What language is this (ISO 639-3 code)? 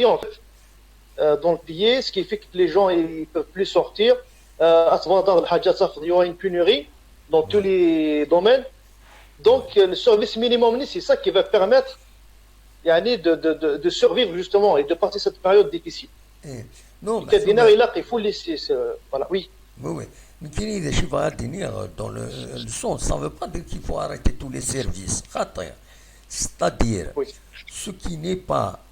kab